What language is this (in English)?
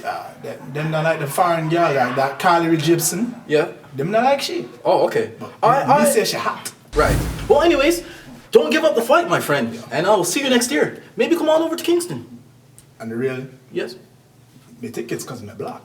Jamaican Creole English